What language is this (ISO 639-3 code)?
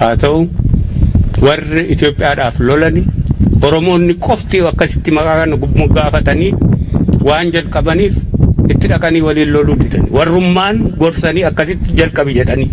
orm